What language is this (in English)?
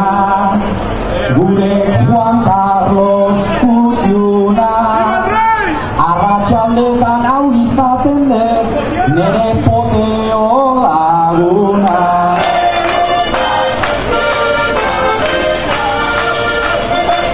Basque